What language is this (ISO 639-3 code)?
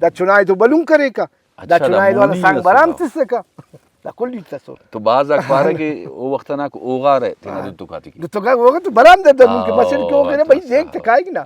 brh